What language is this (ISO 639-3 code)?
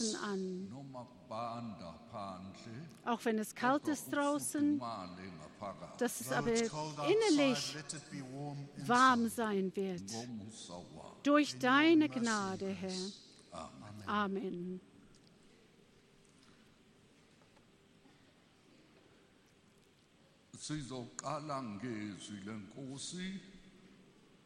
deu